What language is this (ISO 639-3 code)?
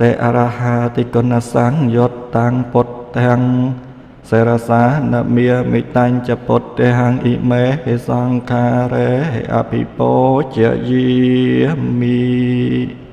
khm